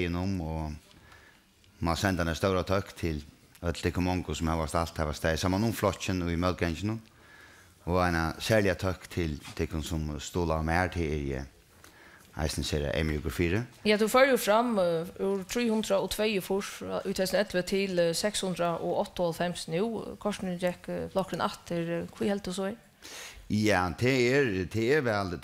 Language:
Faroese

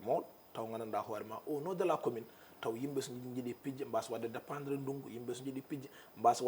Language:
Fula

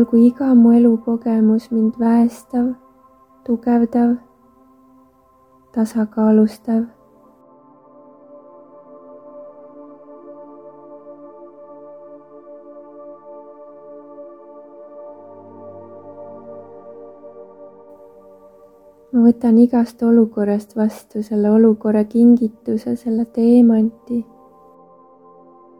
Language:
Estonian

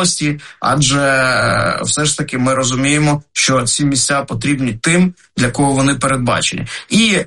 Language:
Ukrainian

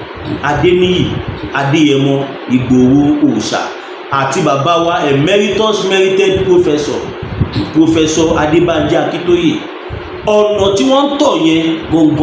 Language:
Yoruba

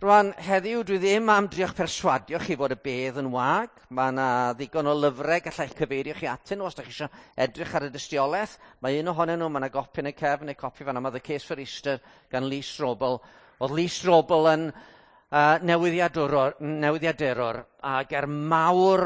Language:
Welsh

